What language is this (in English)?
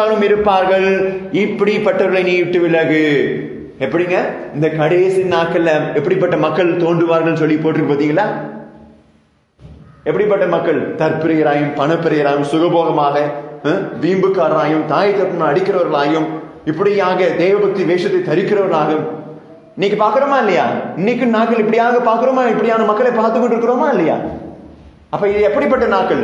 Tamil